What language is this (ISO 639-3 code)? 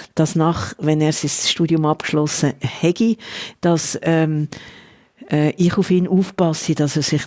gsw